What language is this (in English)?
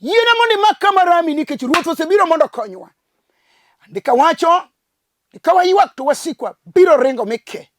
Luo (Kenya and Tanzania)